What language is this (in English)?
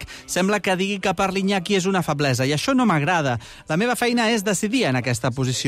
Catalan